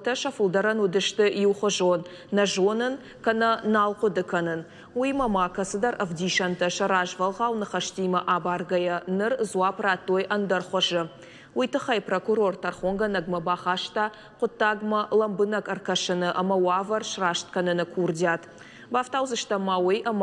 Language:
Ossetic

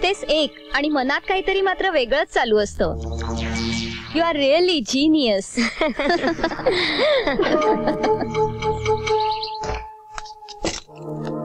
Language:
Marathi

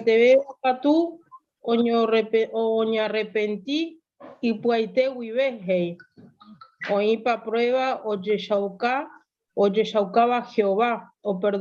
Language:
Guarani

